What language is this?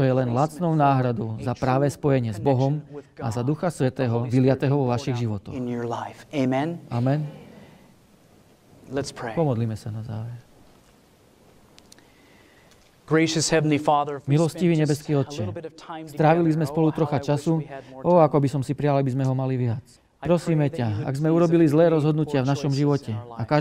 Slovak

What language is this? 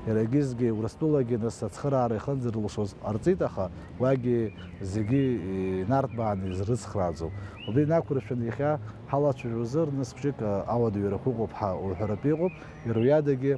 Abkhazian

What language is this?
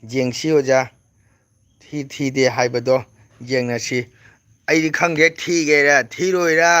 Manipuri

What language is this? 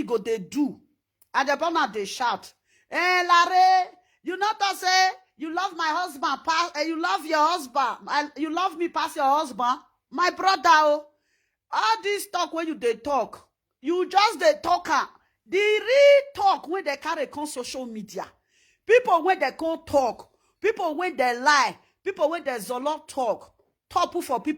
Nigerian Pidgin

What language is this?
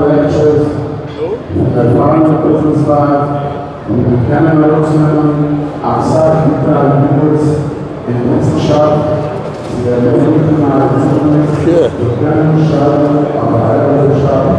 Yiddish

